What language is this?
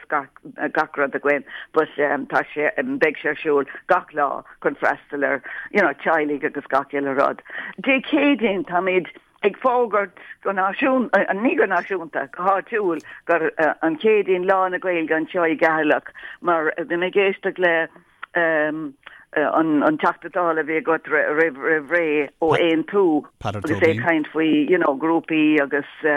Irish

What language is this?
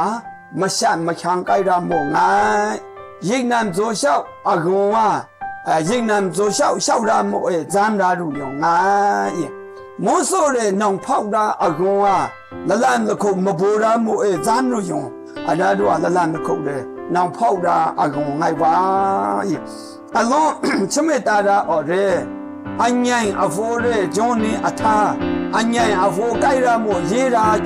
Maru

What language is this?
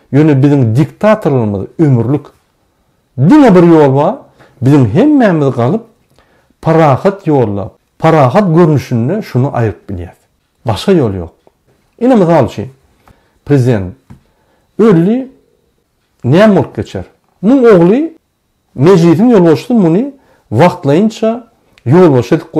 Turkmen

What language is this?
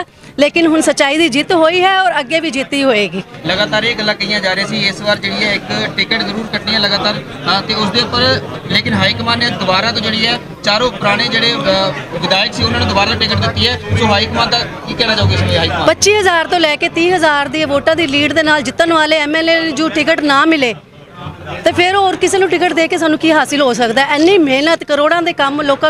Punjabi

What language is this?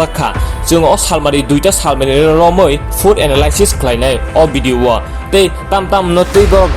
Kok Borok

